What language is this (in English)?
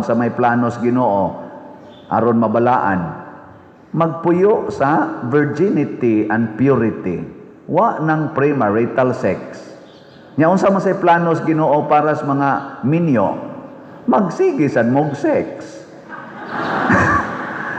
Cebuano